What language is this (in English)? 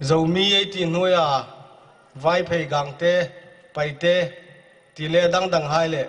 Hmar